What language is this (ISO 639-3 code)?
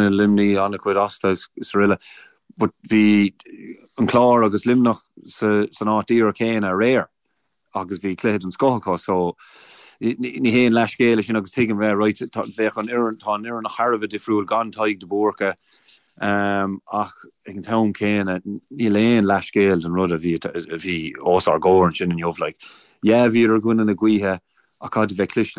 gle